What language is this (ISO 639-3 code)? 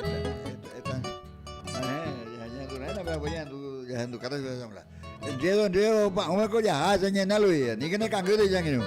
grn